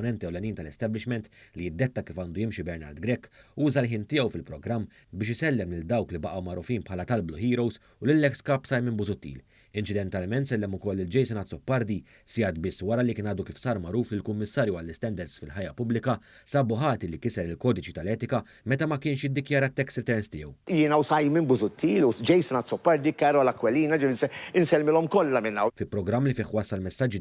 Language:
Maltese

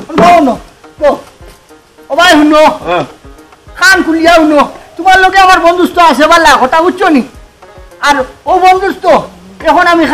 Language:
Sylheti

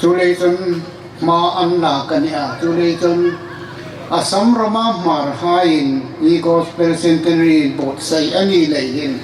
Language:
Hmar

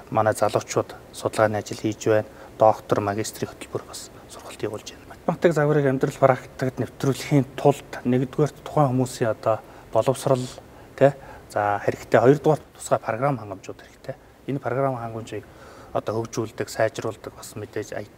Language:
Mongolian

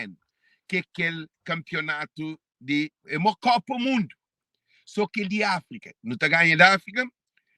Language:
Kabuverdianu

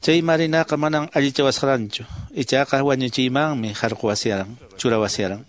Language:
Quechua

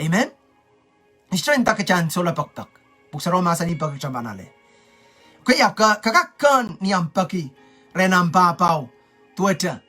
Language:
Pohnpeian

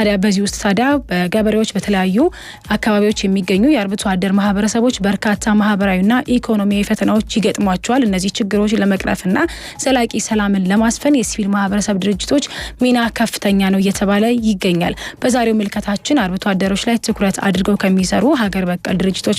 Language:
Amharic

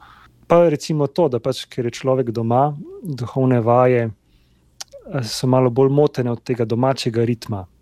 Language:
Slovenian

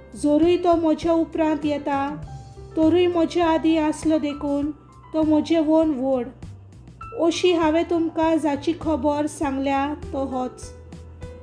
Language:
Konkani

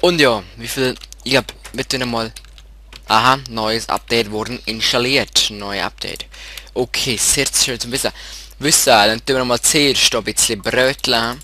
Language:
Swiss German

